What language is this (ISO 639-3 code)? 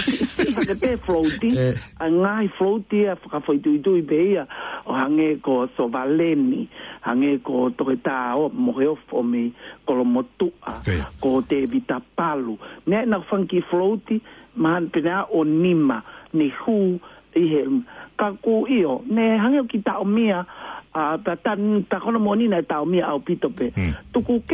ton